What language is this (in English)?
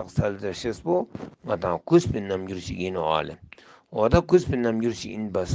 Ladakhi